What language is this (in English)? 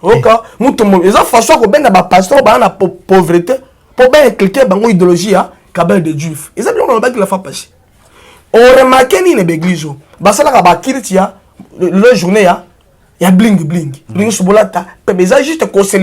Lingala